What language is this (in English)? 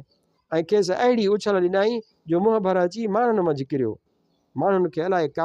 Sindhi